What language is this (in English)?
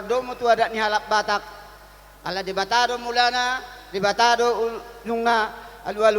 Batak Toba